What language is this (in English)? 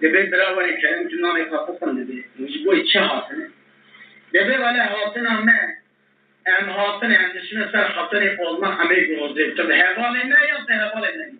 Kurdish